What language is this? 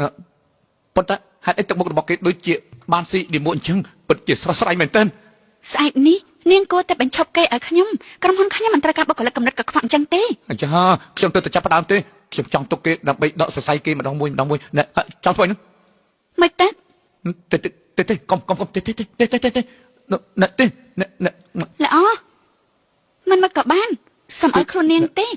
Khmer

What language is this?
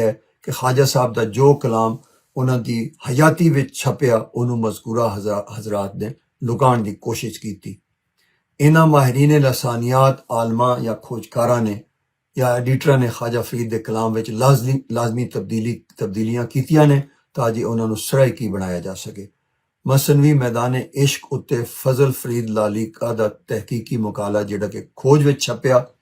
Western Panjabi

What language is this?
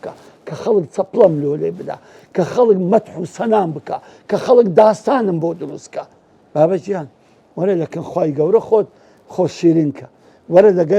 Central Kurdish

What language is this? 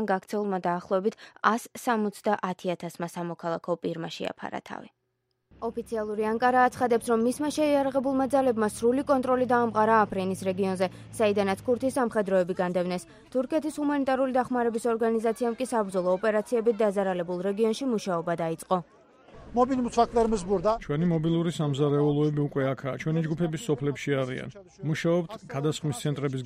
Georgian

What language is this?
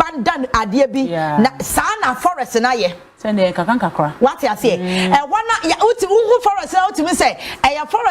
Akan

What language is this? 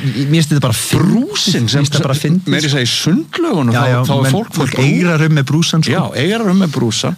Icelandic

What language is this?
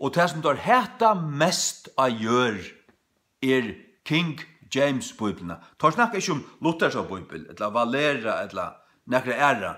Faroese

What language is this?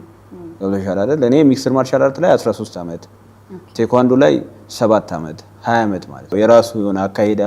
Amharic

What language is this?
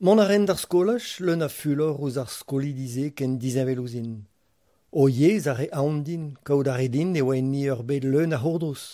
Breton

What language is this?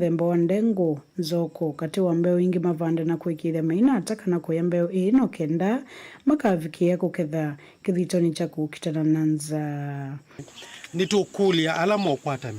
Kamba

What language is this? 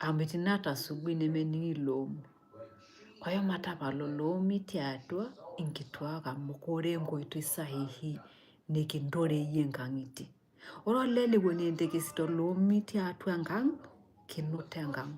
Masai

